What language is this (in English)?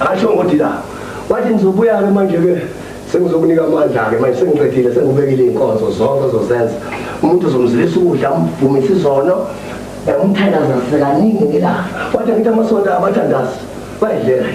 Zulu